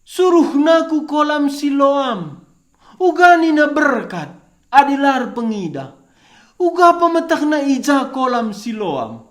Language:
Batak Karo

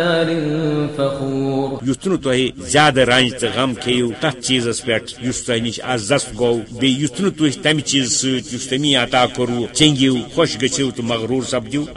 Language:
Kashmiri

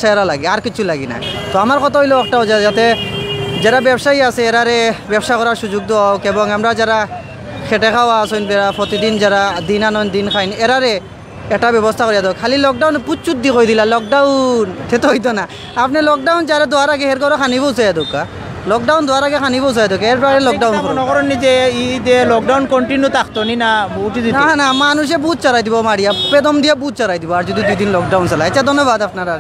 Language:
Sylheti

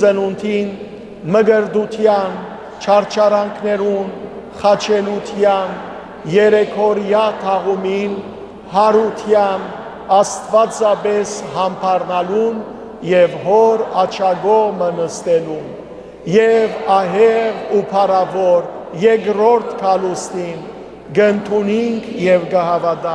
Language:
Western Armenian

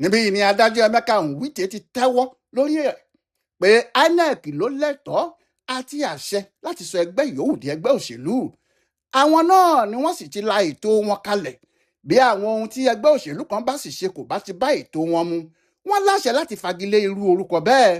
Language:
Yoruba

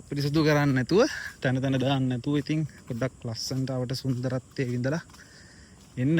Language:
Sinhala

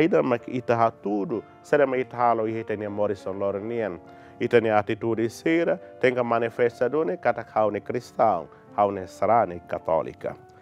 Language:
Tetum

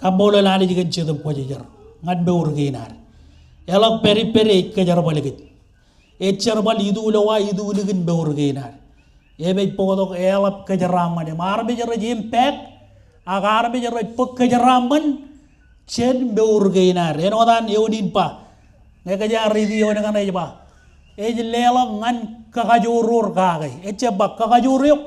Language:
Marshallese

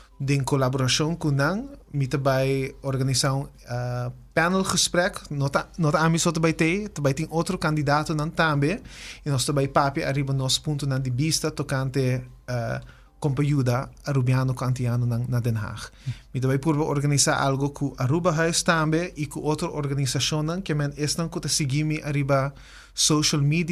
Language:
Papiamento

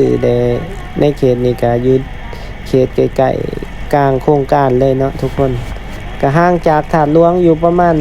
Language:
Lao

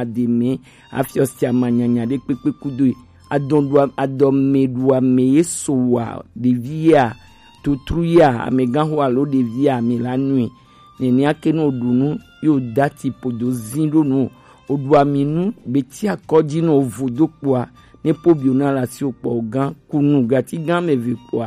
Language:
Gen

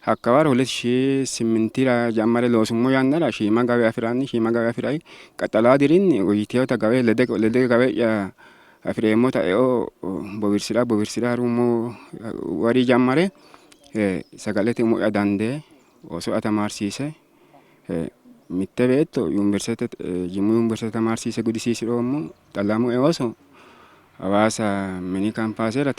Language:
Sidamo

